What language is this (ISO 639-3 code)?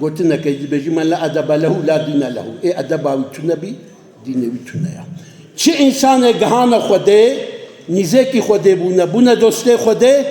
kur